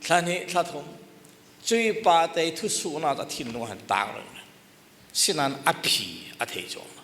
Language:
Falam Chin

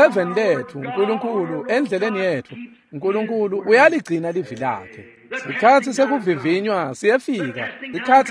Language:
Swati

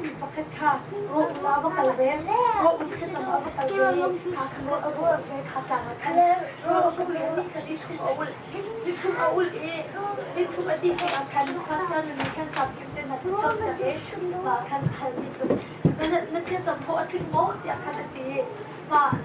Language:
Hakha Chin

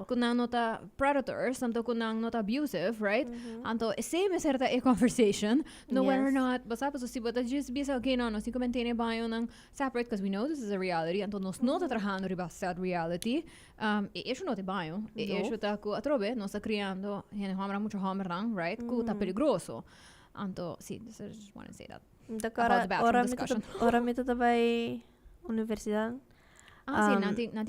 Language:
Papiamento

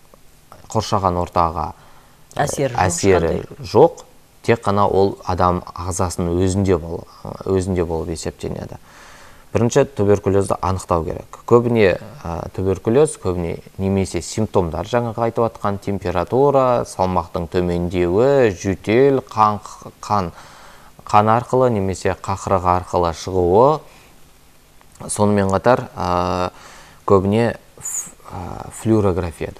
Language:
Kazakh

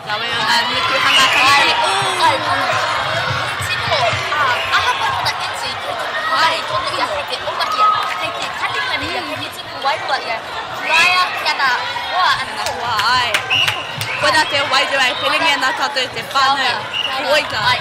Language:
Māori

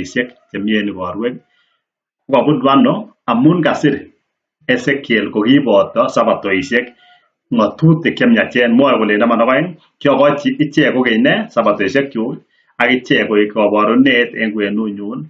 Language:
Kalenjin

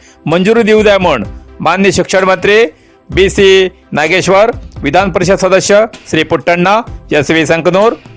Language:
Konkani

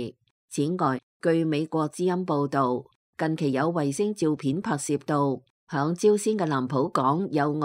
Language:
Cantonese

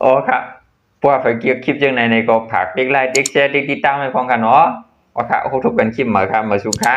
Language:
Shan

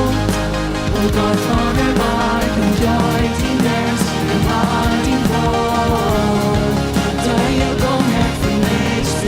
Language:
Plautdietsch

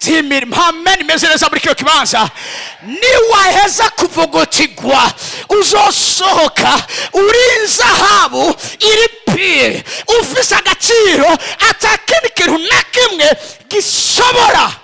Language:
Rundi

